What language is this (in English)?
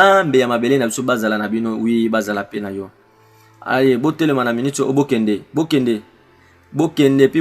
Lingala